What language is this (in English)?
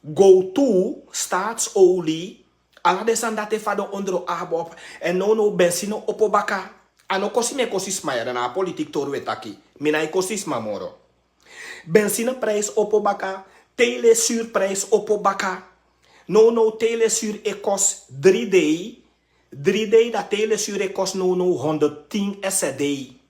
Sranan Tongo